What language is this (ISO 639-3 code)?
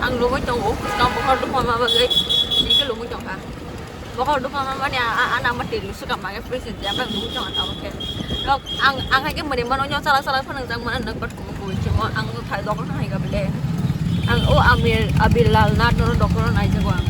trp